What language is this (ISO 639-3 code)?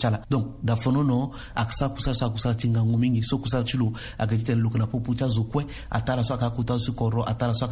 sag